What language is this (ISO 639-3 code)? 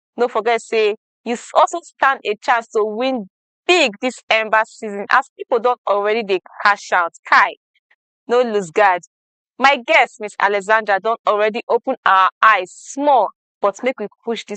pcm